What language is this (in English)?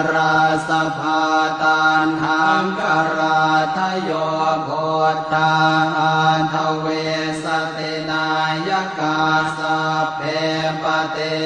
Pali